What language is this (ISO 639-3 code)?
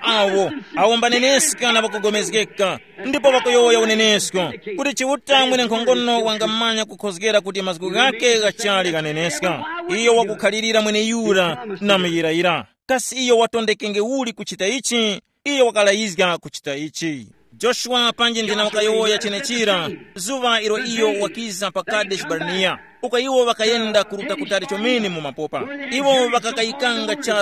tum